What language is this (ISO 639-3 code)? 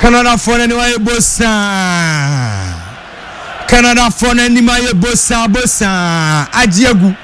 aka